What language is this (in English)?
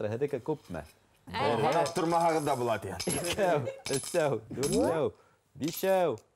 Bashkir